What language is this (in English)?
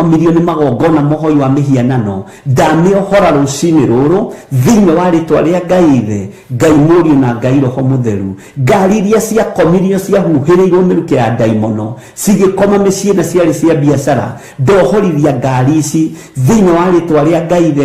Kikuyu